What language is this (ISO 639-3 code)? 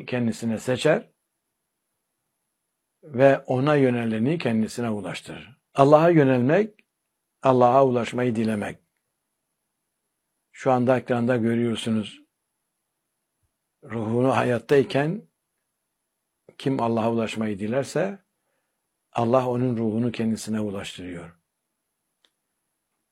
tur